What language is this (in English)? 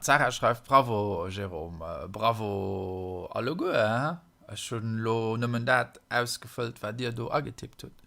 Luxembourgish